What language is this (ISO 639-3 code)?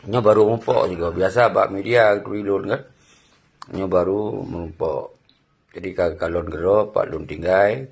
ace